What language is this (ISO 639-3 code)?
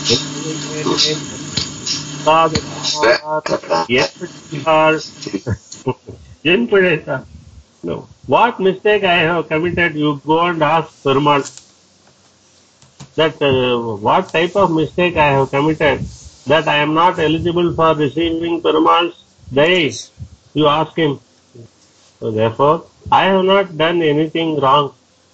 eng